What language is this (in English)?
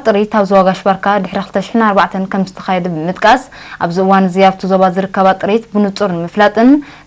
Tigrinya